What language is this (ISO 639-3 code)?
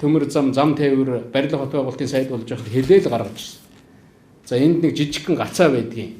mon